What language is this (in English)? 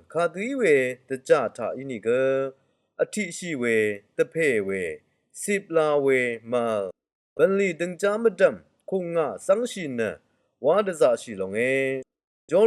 Rawang